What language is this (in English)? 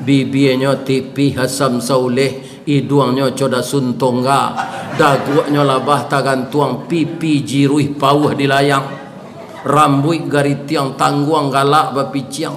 Minangkabau